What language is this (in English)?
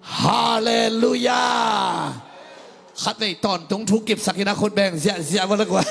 Tedim Chin